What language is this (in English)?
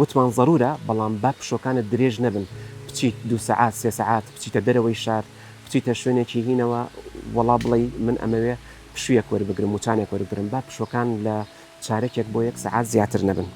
Central Kurdish